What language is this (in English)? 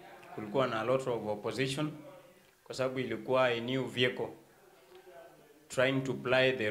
Swahili